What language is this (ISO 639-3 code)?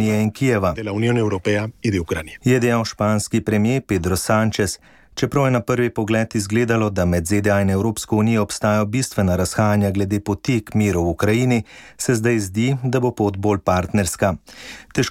slv